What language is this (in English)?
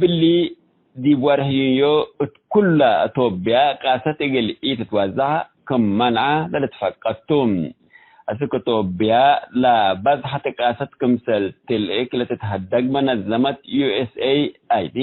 Tigre